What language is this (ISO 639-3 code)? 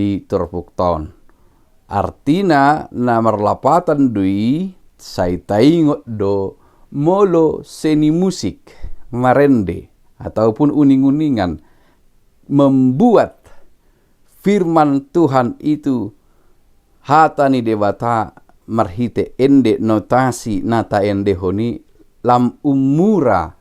bbc